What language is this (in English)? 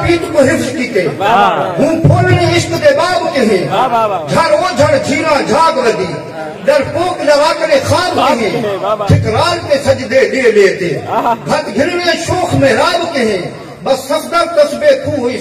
Saraiki